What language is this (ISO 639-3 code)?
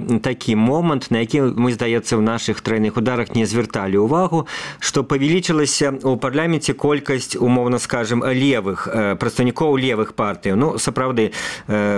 bel